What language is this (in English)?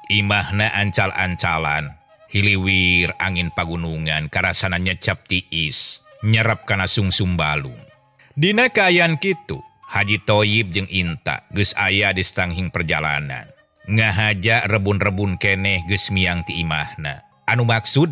Sundanese